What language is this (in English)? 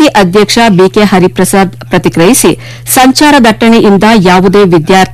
Kannada